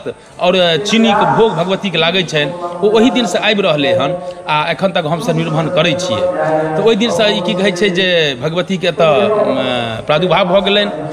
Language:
Maithili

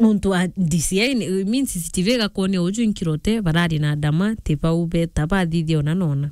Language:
Meru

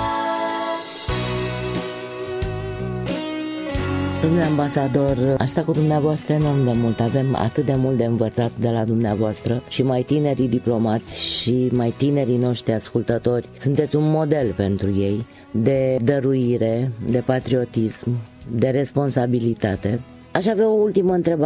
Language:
Romanian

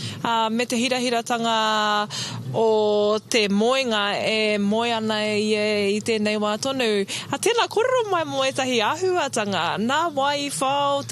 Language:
Māori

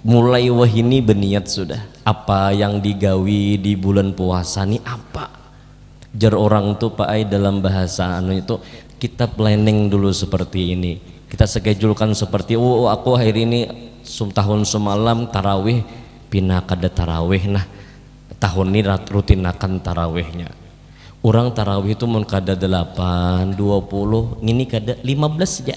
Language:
Banjar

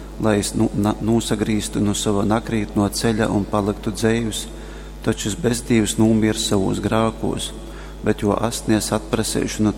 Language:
Latgalian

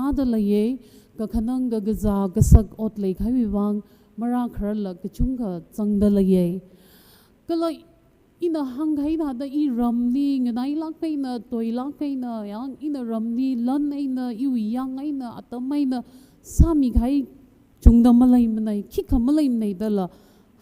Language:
Tangkhul Naga (India)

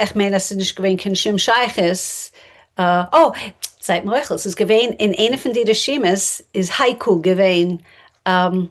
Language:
Yiddish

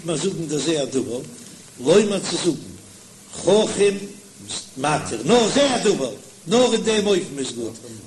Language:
Yiddish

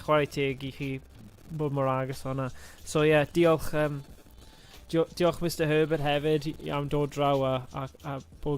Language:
Welsh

